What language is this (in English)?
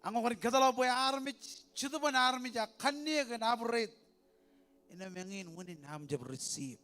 Marshallese